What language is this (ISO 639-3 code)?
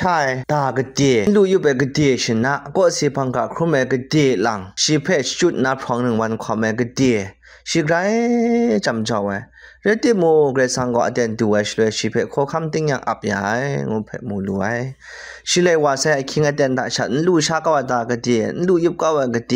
kac